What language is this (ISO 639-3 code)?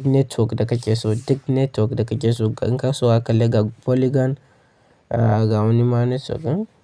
hau